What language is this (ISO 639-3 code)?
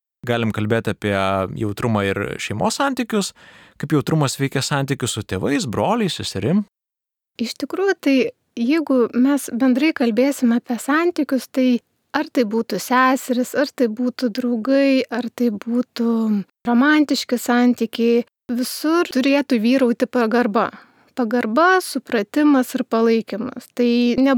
lit